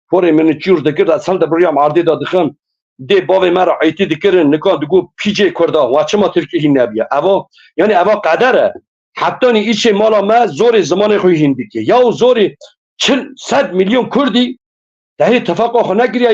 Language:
Kurdish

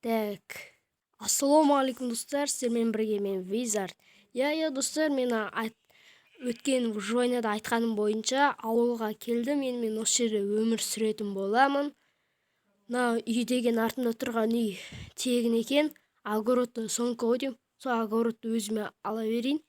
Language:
Kazakh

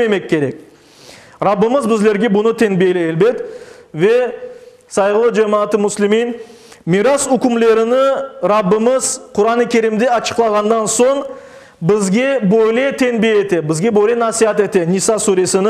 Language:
Crimean Tatar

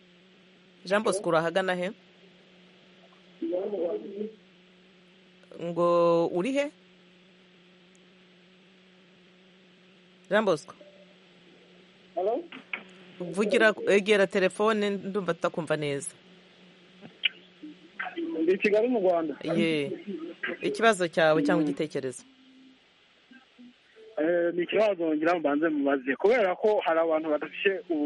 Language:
Kinyarwanda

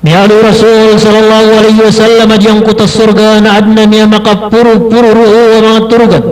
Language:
Maranao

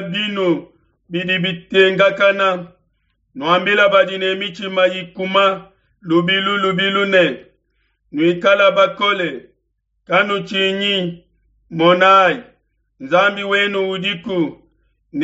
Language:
Luba-Lulua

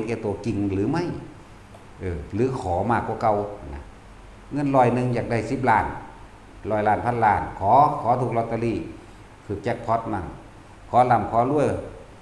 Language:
Northeastern Thai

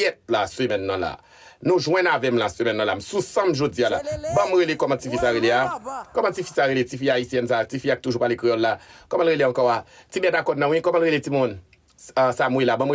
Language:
Haitian Creole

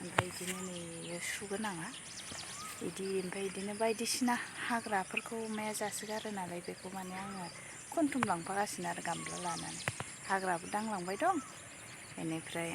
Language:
Bodo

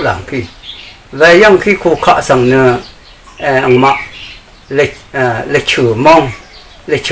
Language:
Rawang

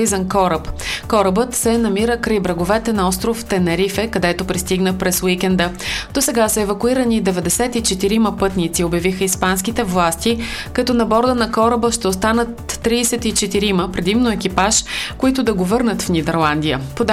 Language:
Bulgarian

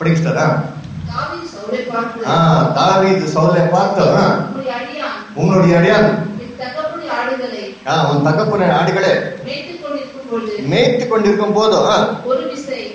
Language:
Tamil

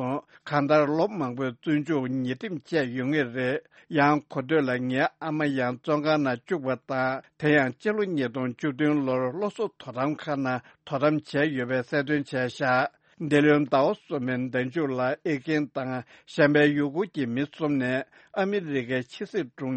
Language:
Tibetan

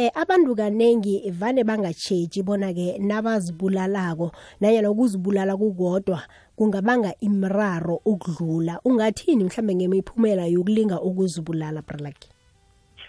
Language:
South Ndebele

